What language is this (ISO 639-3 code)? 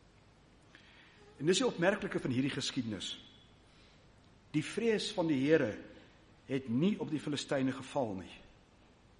afr